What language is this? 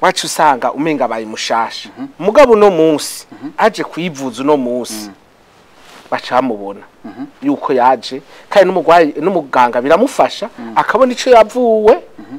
Rundi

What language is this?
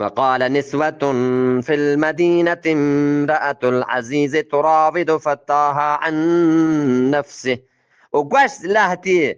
Eastern Balochi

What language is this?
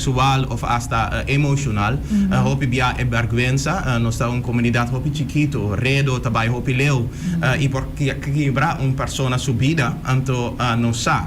Papiamento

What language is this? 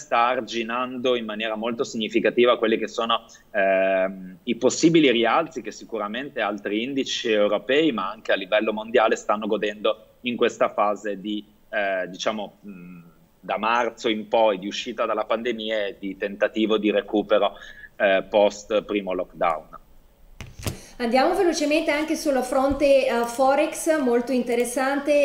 Italian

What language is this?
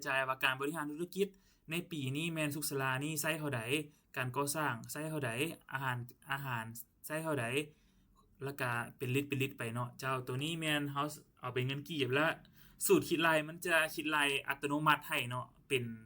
Lao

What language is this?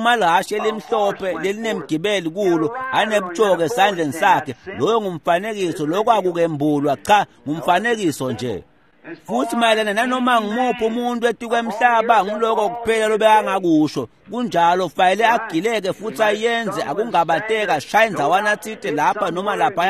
Swati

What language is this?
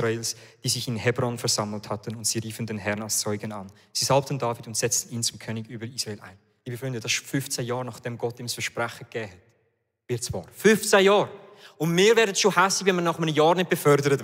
Swiss German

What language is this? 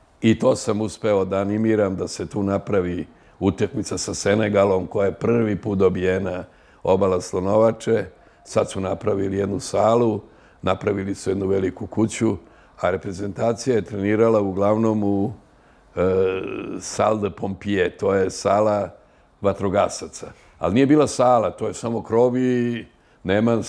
Serbian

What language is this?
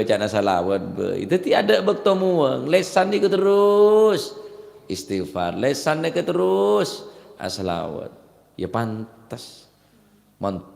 Madurese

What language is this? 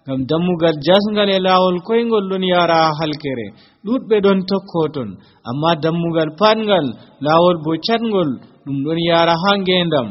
Nigerian Fulfulde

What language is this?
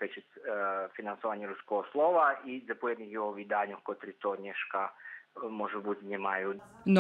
Rusyn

